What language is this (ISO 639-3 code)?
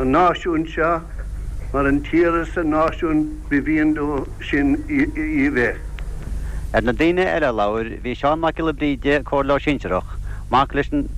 gle